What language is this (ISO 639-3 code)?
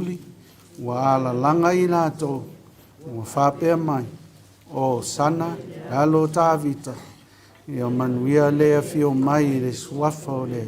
smo